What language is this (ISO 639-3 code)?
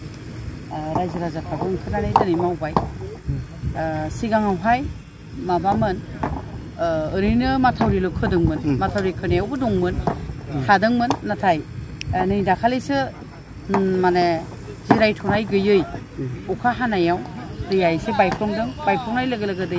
brx